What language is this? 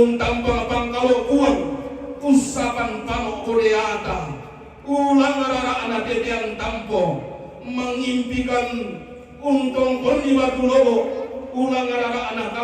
Toraja-Sa'dan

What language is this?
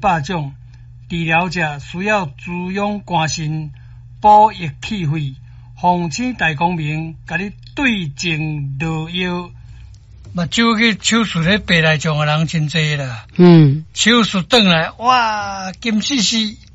Min Nan Chinese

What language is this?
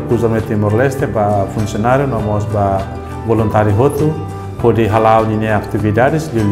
Tetum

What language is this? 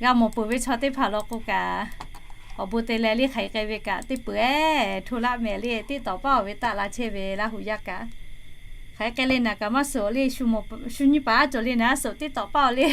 Lahu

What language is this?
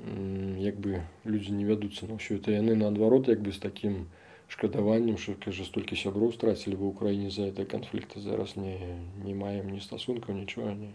Belarusian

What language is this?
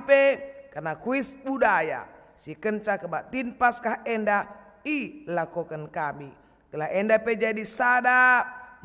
Batak Karo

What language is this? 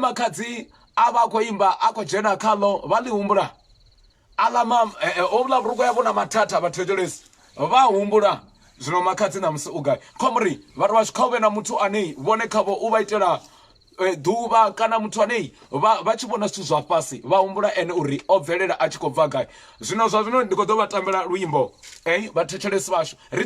Venda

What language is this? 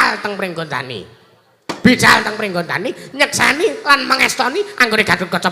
Javanese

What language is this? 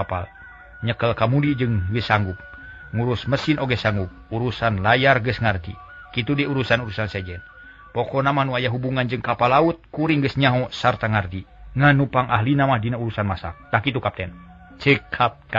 Sundanese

